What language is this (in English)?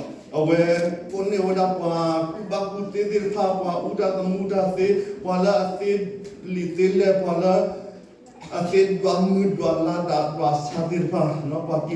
S'gaw Karen